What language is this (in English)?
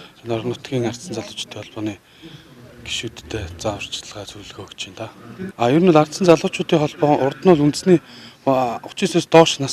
Mongolian